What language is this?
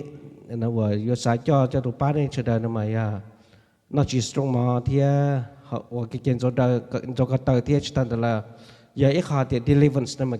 Hmong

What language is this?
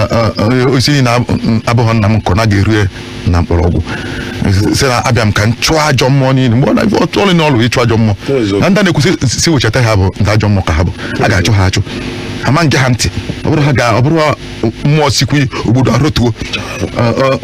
Igbo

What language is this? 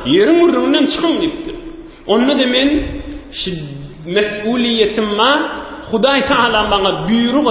Turkmen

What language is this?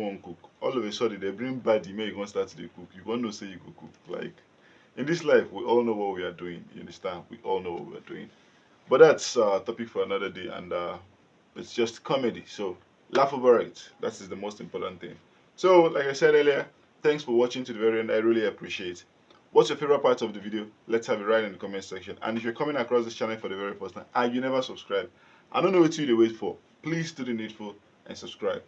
Nigerian Pidgin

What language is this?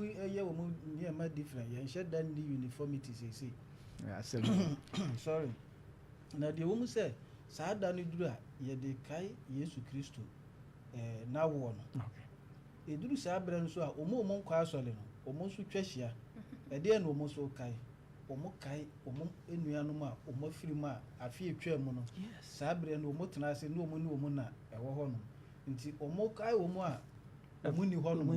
Akan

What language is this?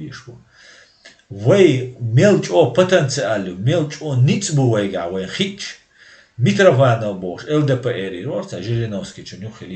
Chechen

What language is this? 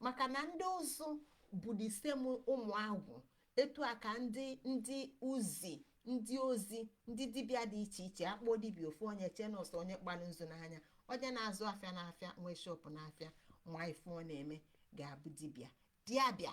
Igbo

